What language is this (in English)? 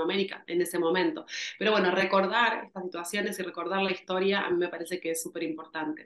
Spanish